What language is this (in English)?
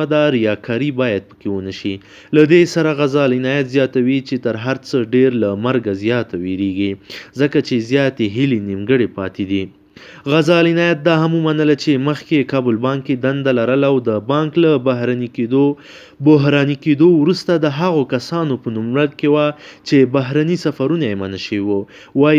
Pashto